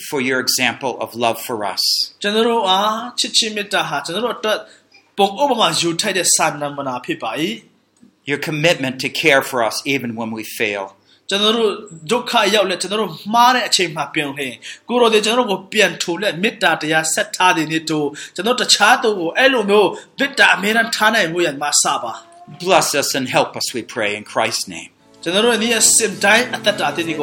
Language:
Burmese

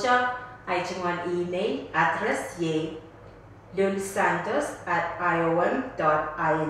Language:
Pohnpeian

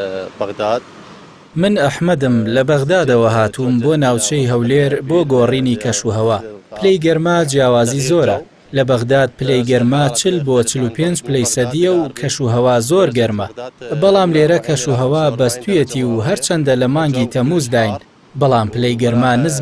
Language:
Central Kurdish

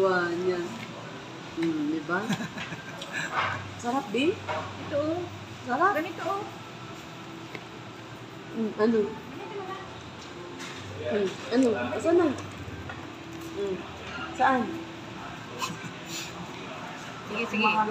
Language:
Filipino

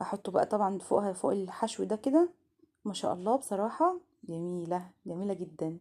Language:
Egyptian Arabic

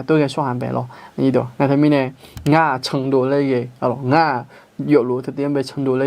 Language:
Akha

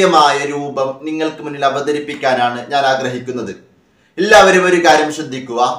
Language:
Malayalam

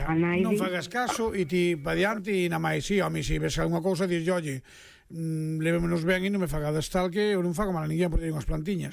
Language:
Galician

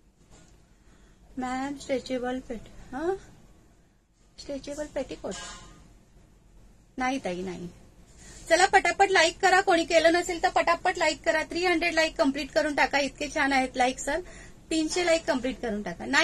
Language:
Marathi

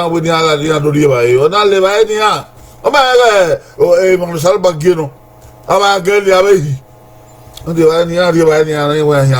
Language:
Bini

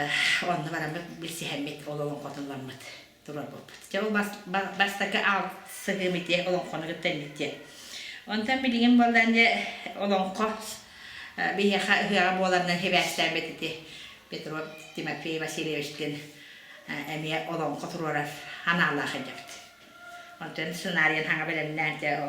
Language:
Yakut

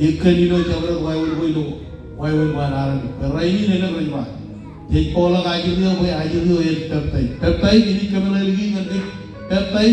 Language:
Marshallese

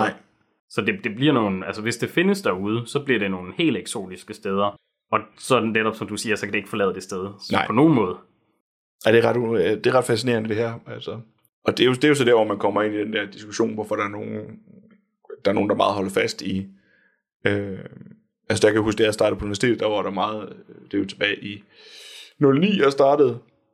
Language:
Danish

